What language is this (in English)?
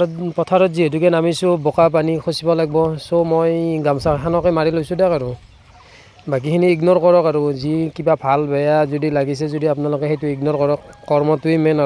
Assamese